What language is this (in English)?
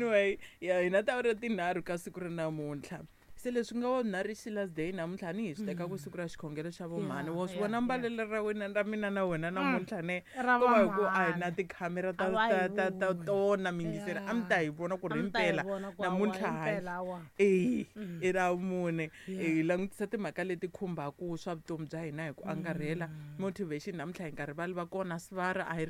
Tsonga